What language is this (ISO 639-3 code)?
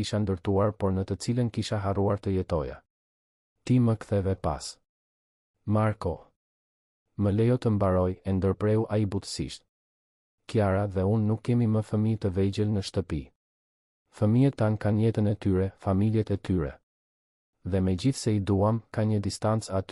sqi